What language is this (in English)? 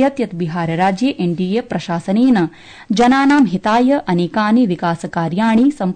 Sanskrit